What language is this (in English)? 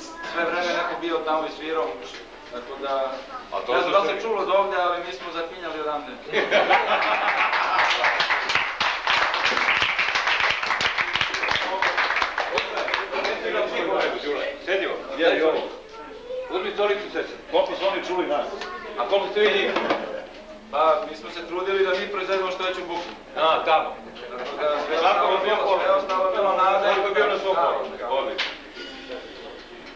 Serbian